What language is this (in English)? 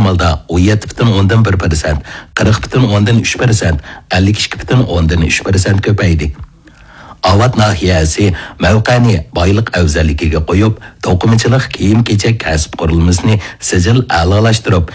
Uyghur